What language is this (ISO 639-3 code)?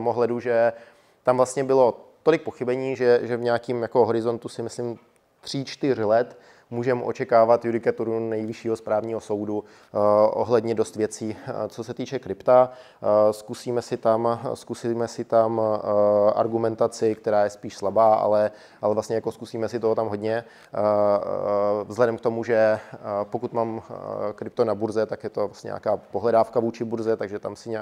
ces